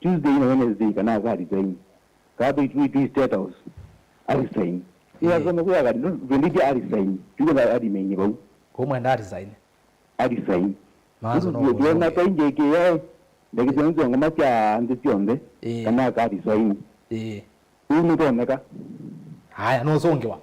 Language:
Kamba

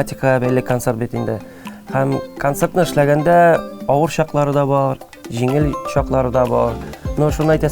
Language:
Tatar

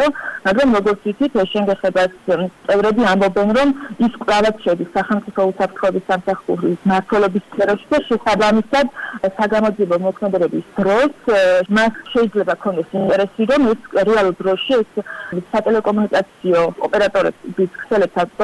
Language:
Georgian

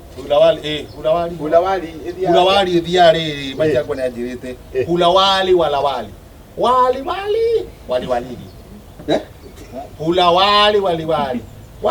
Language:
Kikuyu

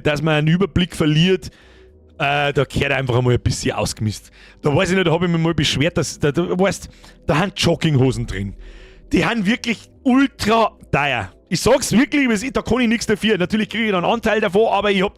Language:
Bavarian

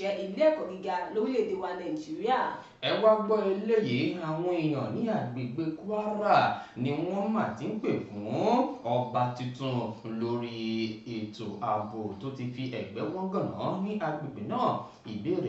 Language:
Yoruba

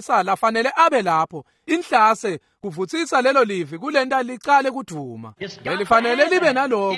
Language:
Swati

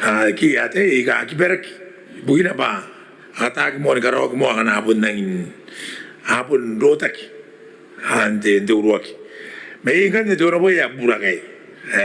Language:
Gilbertese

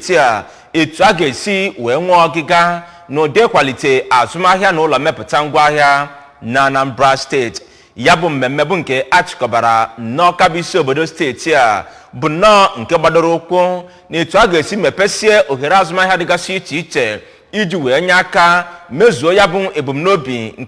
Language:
Igbo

